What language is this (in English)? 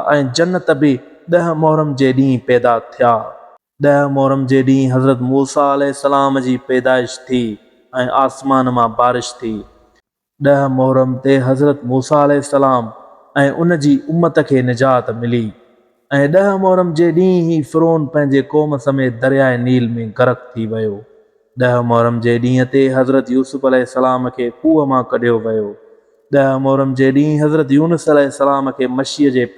Sindhi